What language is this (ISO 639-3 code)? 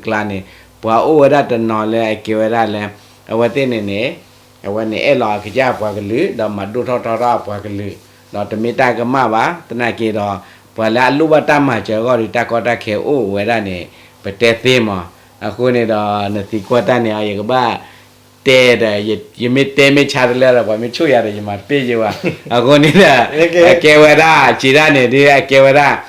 ksw